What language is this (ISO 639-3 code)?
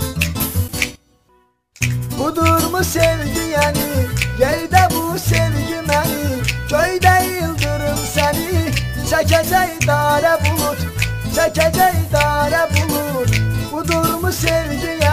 tur